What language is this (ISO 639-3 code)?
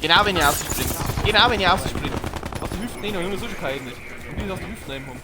bar